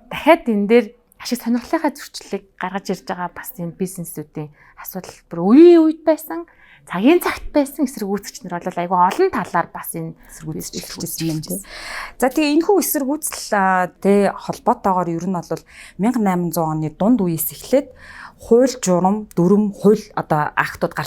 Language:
Mongolian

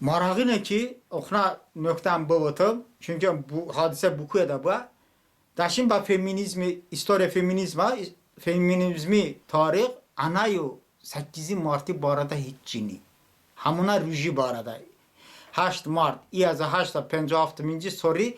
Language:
Talysh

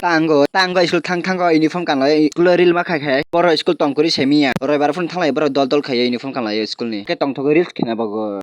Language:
Kok Borok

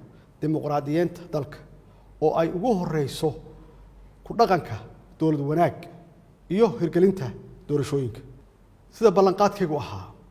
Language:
Somali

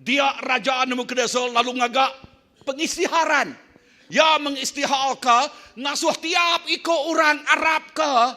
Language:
Iban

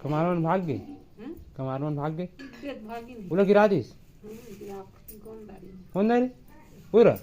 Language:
Chhattisgarhi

